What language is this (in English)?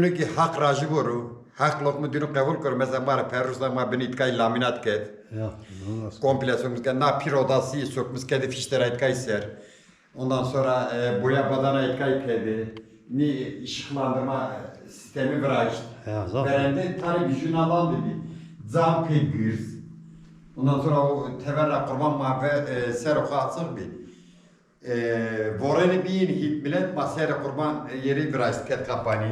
Zaza